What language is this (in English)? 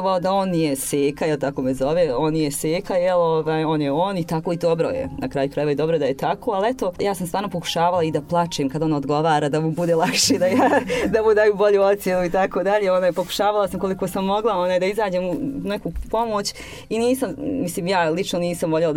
Bosnian